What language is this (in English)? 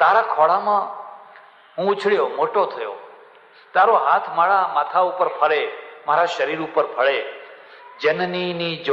Gujarati